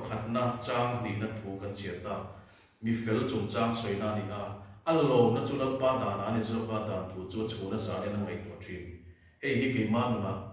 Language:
Mizo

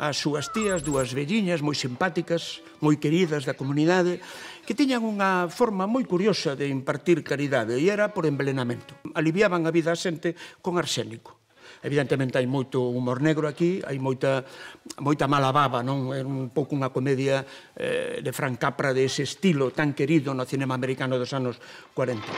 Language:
Galician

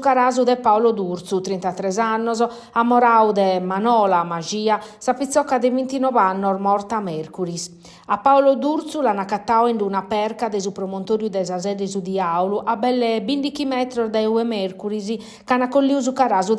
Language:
Sardinian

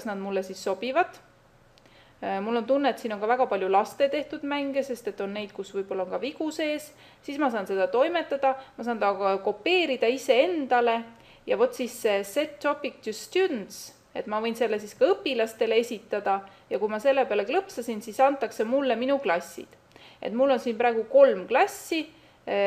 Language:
Estonian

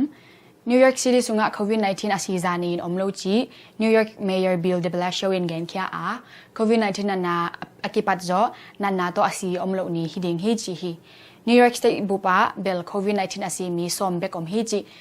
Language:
Tedim Chin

